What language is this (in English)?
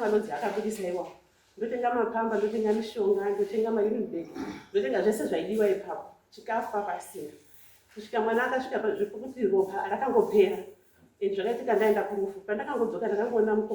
Shona